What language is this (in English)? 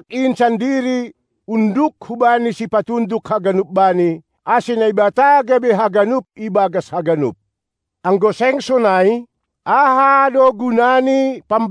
Batak Simalungun